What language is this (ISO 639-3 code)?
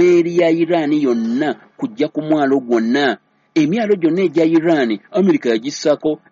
lug